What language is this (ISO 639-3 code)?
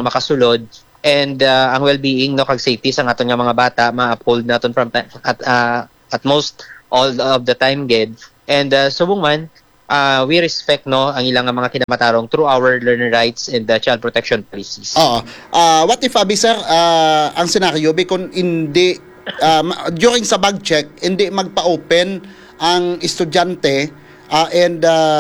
hil